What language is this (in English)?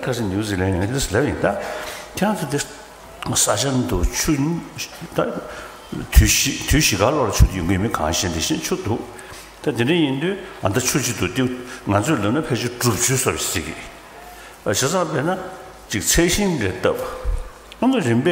Tibetan